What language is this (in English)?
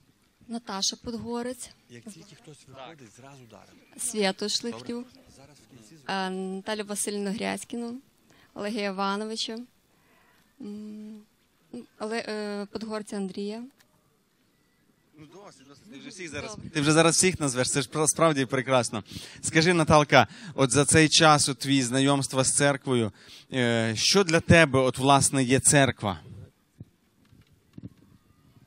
Ukrainian